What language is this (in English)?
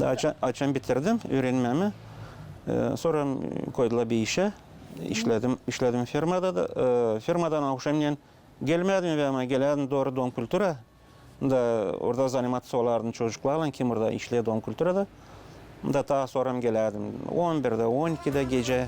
Gagauz